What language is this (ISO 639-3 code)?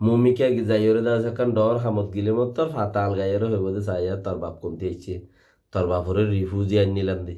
rhg